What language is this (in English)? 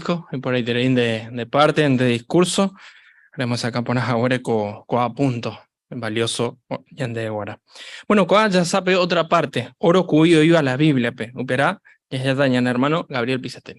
Guarani